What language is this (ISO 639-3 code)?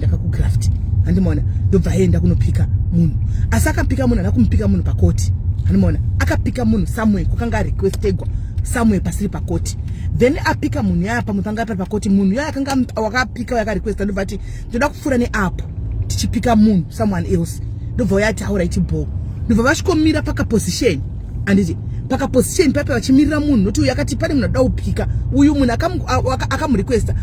sna